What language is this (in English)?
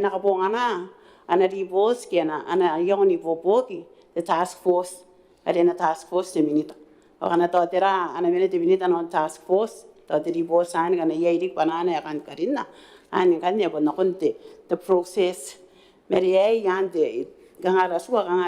Gilbertese